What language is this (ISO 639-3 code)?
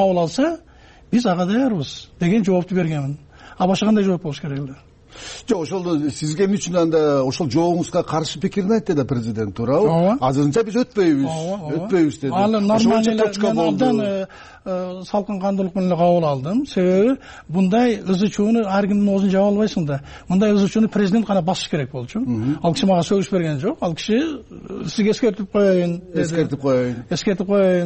kir